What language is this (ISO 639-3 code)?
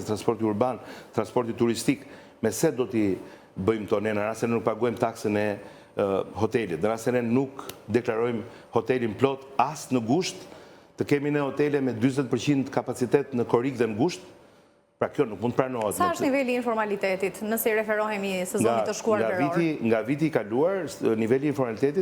sqi